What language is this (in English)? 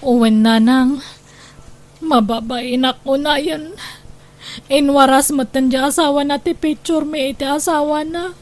Iloko